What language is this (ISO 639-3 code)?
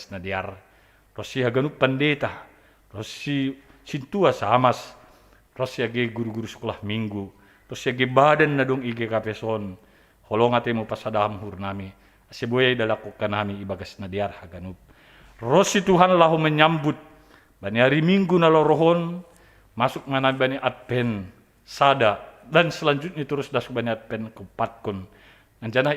bts